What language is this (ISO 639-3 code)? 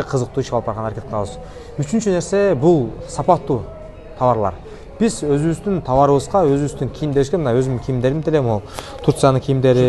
kir